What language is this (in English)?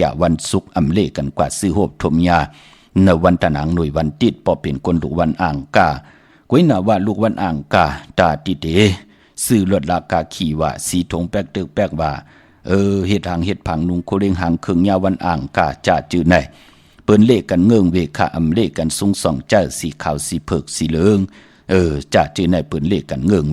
Shan